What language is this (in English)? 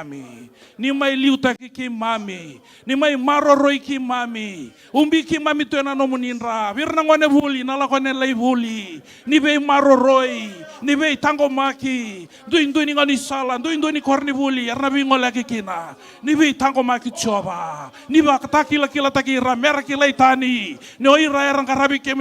Fijian